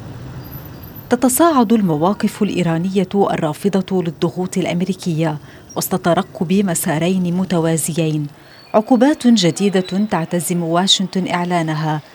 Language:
Arabic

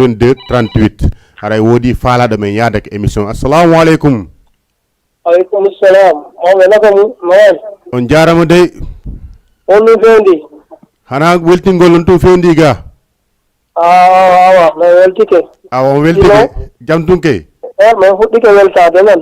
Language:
Fula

